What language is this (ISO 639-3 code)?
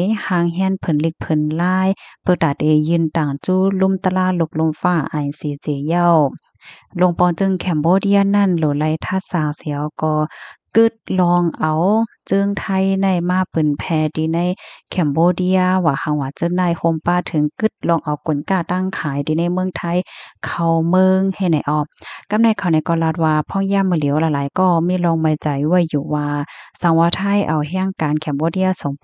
shn